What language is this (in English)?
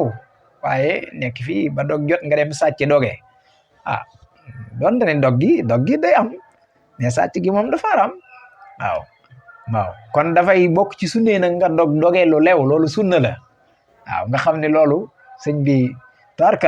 Wolof